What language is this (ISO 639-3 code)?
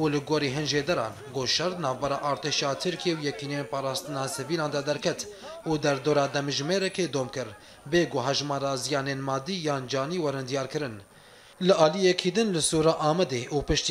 kur